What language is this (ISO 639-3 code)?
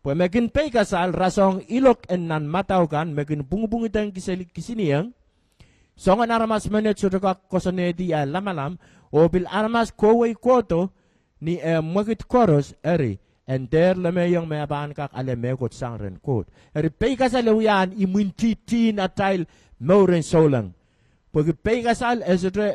pon